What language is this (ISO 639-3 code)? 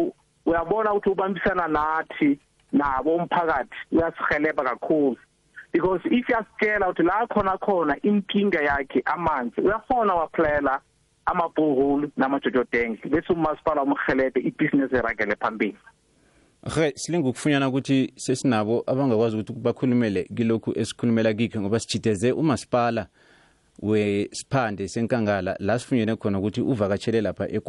nbl